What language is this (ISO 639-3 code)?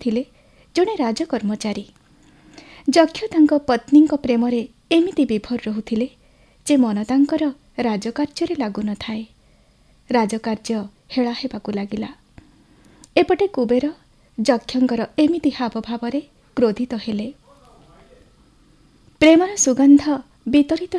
ori